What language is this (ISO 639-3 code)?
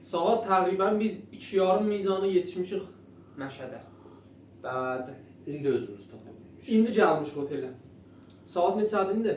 azb